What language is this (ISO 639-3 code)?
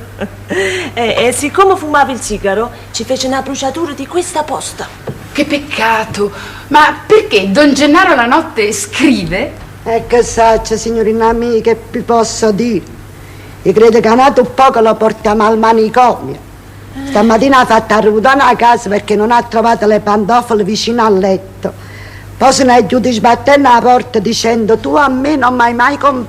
nap